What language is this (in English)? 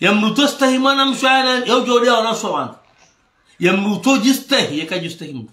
Ngazidja Comorian